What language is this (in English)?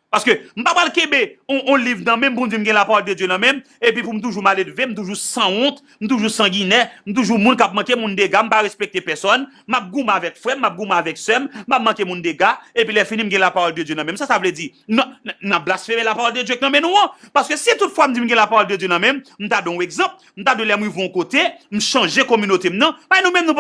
Haitian Creole